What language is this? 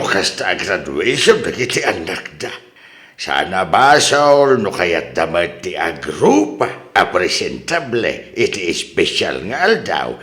Iloko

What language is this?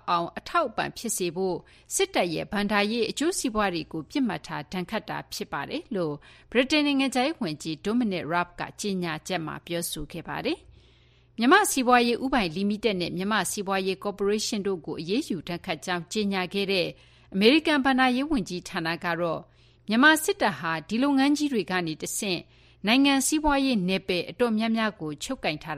Burmese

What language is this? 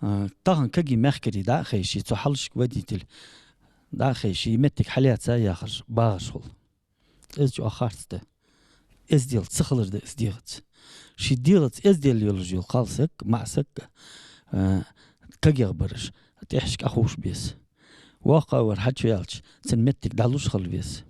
Ingush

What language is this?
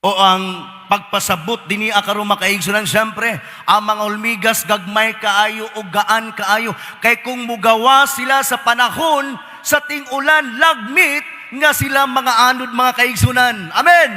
Cebuano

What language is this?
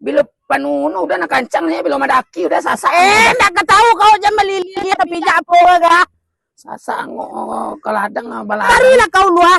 Minangkabau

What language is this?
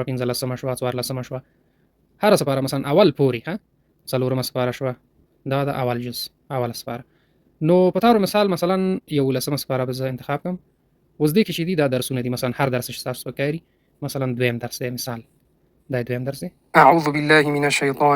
Pashto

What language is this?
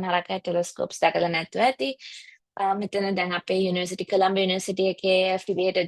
Sinhala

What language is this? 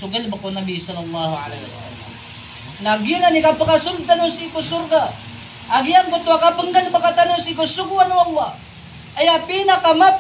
Maranao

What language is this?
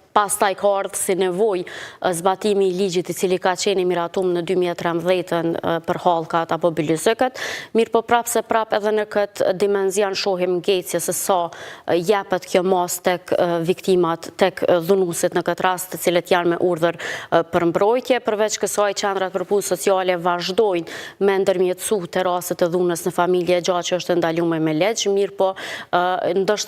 Albanian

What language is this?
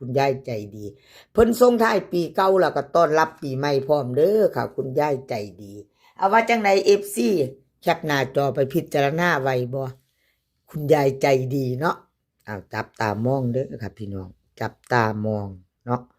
Northeastern Thai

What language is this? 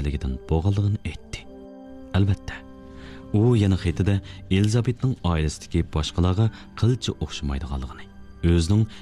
Uyghur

